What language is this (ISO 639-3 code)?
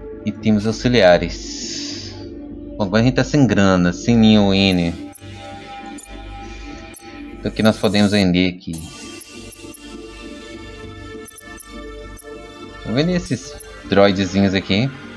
por